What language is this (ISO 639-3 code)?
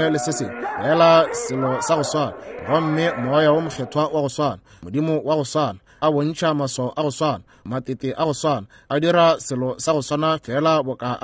nso